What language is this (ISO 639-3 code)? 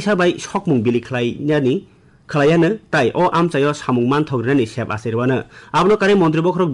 trp